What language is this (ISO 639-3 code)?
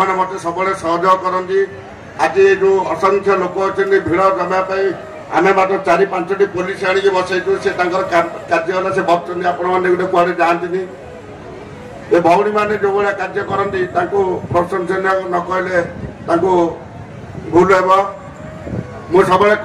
ori